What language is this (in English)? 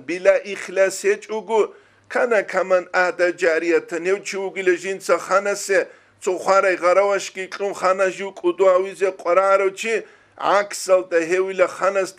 Avaric